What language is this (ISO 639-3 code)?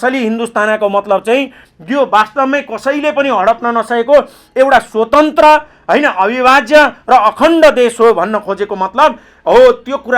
nep